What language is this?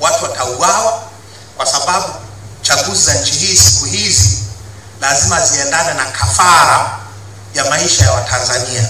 Swahili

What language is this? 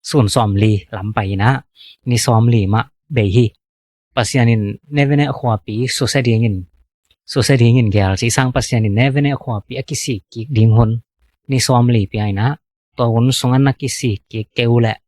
Tedim Chin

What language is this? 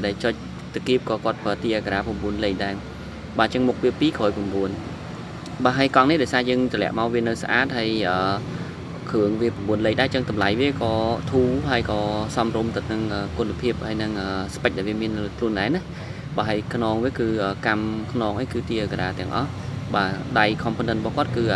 Khmer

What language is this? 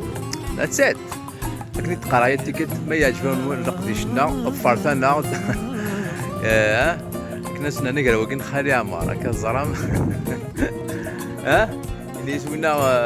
Kabyle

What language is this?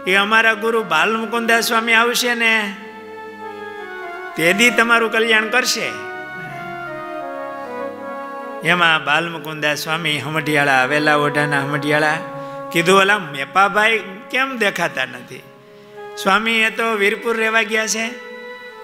Gujarati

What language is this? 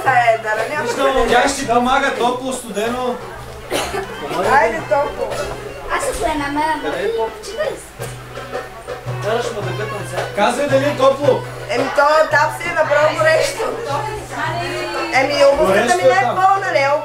Bulgarian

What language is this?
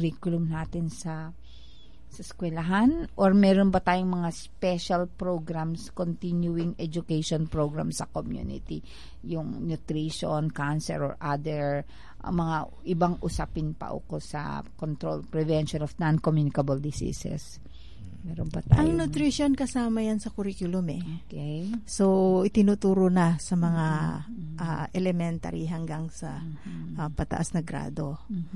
Filipino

